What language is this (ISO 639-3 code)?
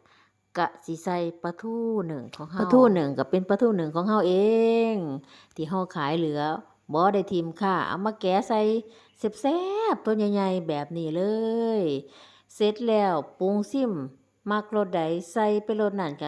tts